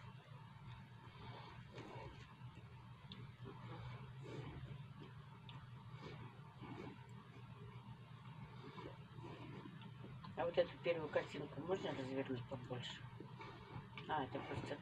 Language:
Russian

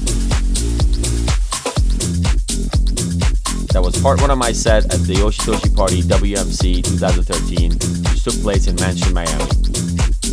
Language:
English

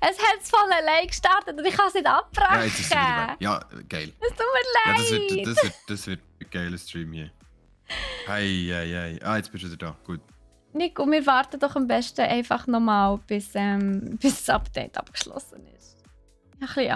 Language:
Swiss German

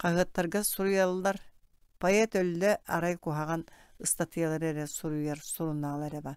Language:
Yakut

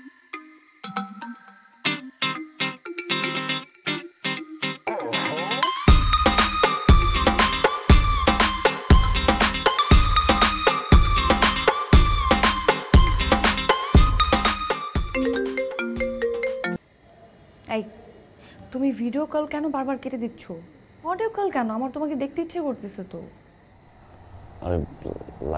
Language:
Bangla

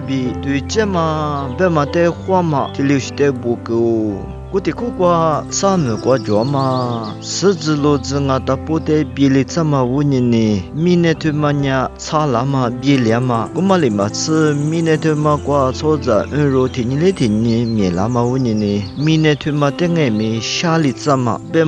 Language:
Lisu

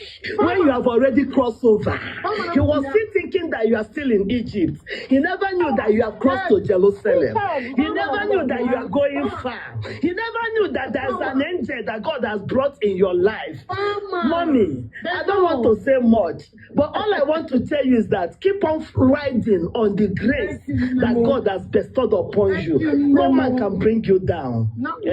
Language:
Igbo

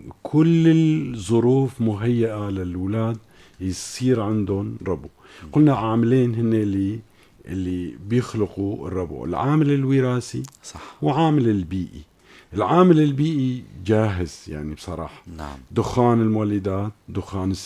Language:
North Levantine Arabic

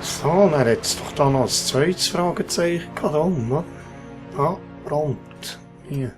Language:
Swiss German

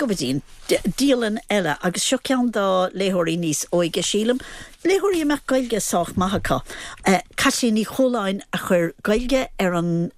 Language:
Irish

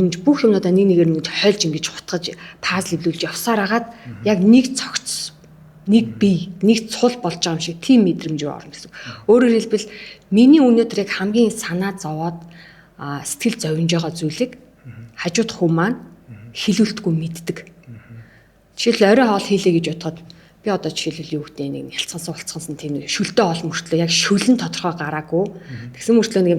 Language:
Mongolian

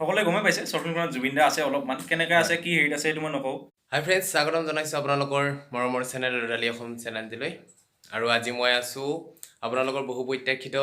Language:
Assamese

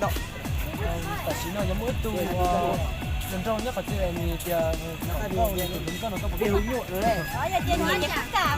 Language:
Hmong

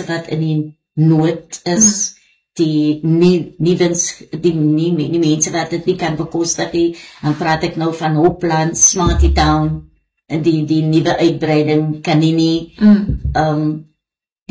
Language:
Afrikaans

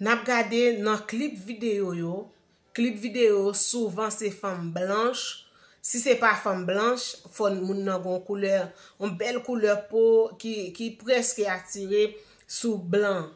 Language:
Haitian Creole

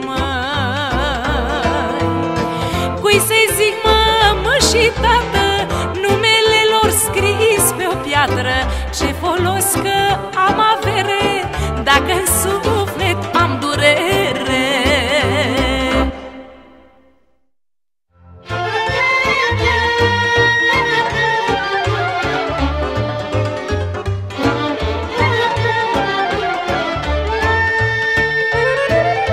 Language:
Romanian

